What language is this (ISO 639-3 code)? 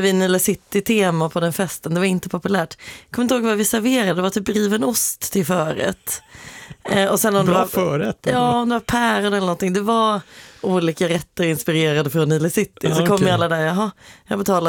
swe